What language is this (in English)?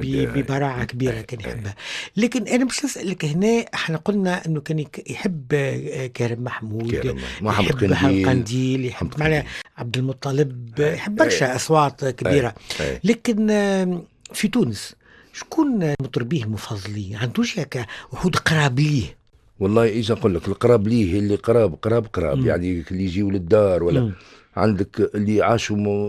Tunisian Arabic